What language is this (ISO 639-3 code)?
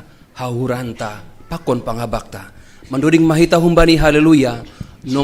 bts